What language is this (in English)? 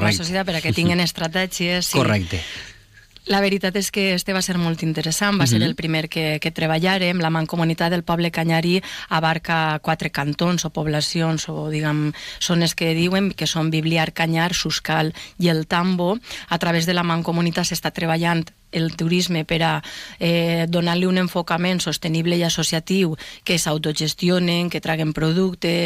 Catalan